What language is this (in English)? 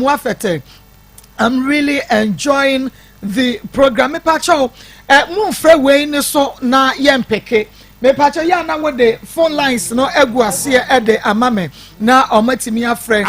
Akan